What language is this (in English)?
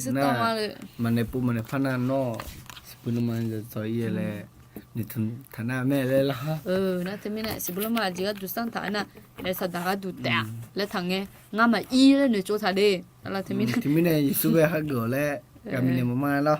Akha